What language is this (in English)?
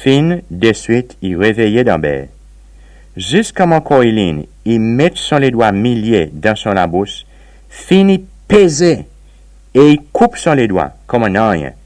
Seselwa Creole French